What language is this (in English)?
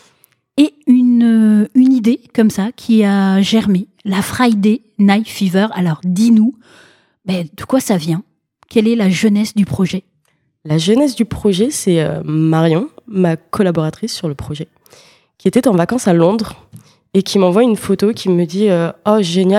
French